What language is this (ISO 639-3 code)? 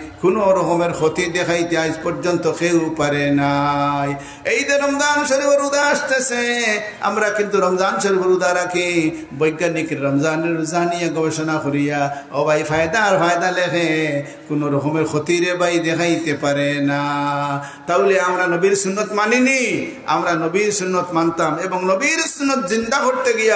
syl